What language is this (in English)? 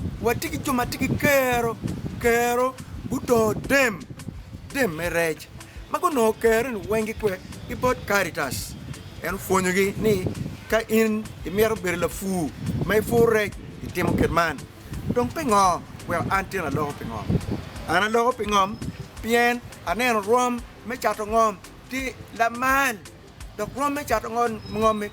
Acoli